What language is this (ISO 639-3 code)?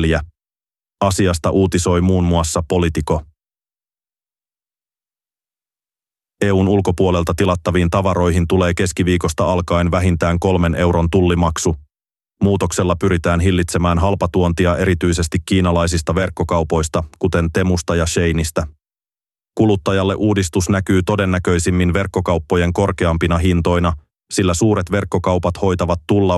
fin